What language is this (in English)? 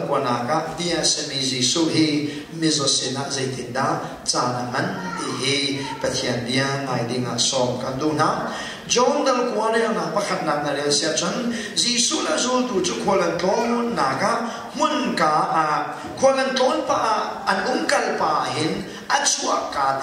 Hakha Chin